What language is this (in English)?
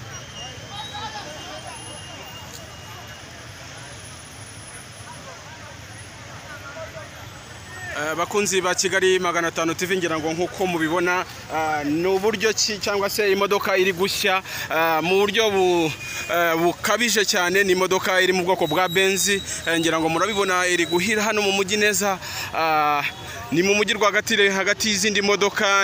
Kinyarwanda